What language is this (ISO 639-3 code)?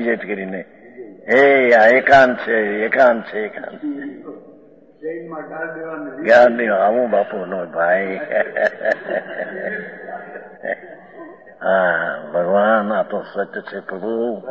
guj